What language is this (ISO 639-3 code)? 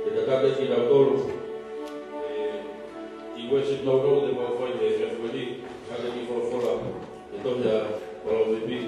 ton